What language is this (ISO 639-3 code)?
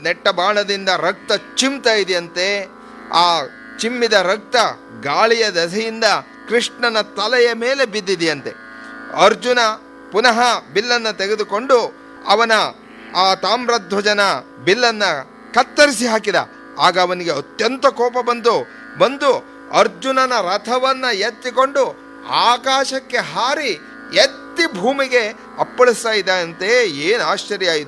kan